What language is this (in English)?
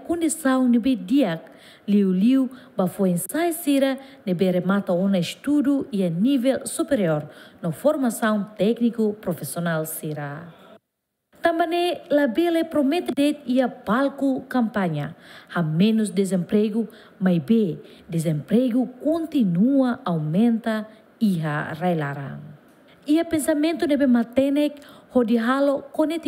Tetum